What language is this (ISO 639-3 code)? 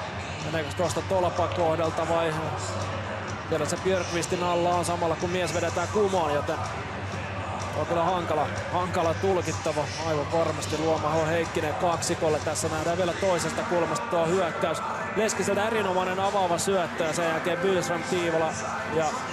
fin